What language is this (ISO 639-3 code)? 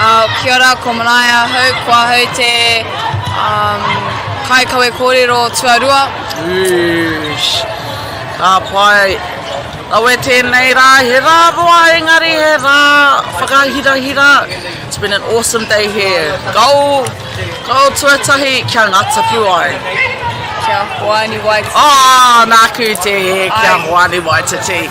mri